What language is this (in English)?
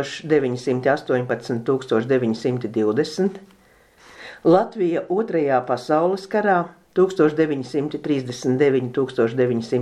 Latvian